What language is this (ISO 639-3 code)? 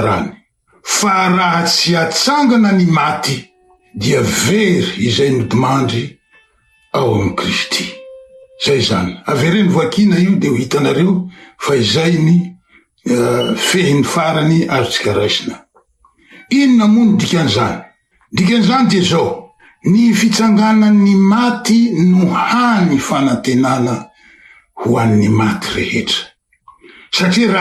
mlg